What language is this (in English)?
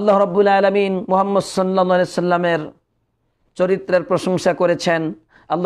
Bangla